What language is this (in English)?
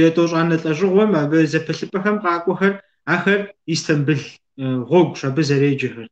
Kabardian